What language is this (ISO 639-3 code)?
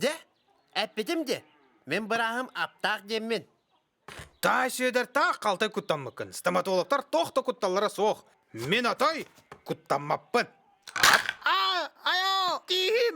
sah